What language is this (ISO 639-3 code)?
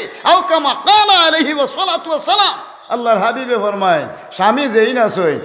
syl